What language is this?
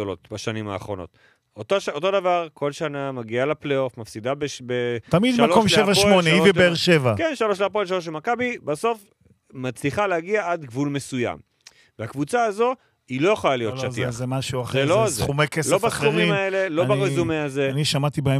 Hebrew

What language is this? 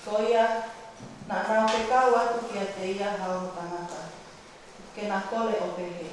Tongan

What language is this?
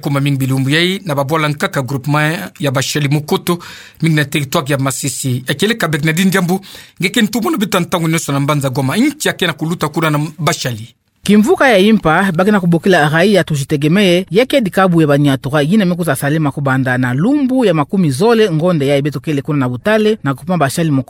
Kituba (Democratic Republic of Congo)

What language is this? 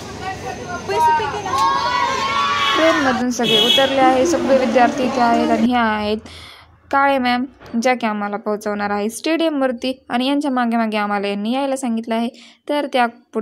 Marathi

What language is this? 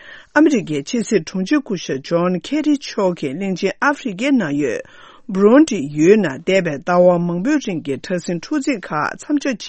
Tibetan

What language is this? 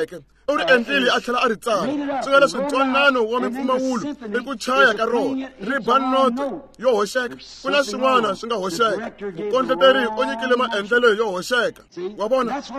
Tsonga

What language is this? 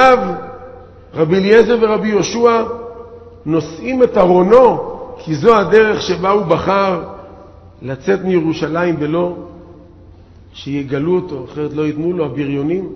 Hebrew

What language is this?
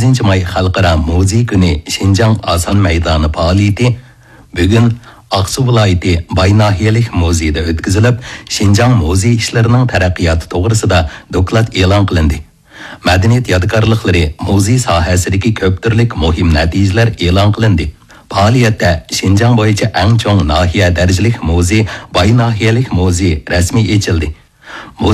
Uyghur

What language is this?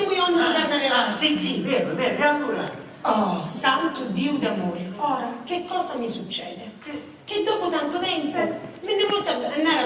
Sicilian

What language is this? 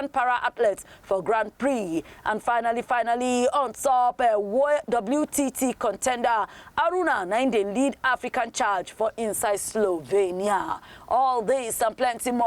Nigerian Pidgin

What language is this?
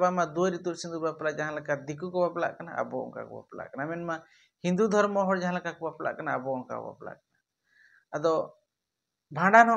Santali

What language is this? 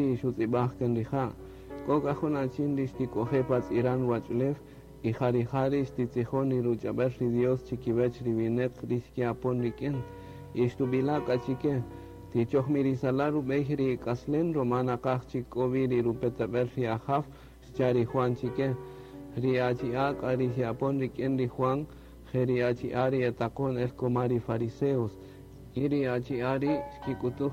Kaqchikel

